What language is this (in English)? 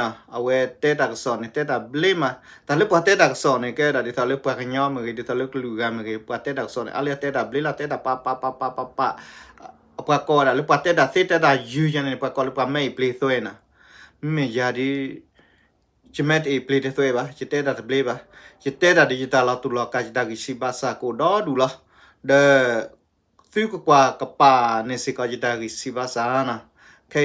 S'gaw Karen